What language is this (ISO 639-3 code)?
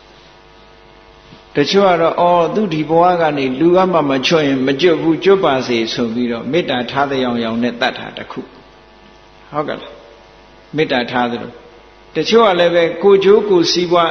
mya